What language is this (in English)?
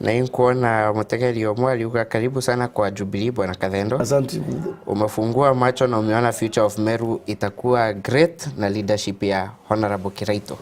Meru